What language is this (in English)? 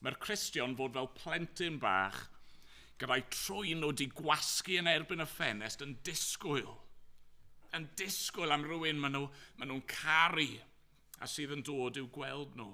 Welsh